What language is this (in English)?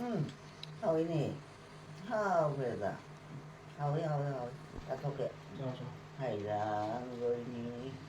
Manipuri